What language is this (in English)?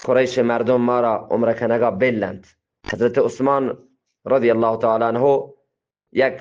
Eastern Balochi